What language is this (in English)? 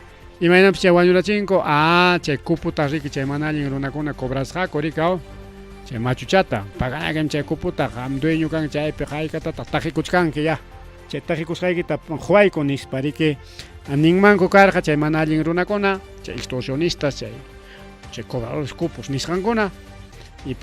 Ayacucho Quechua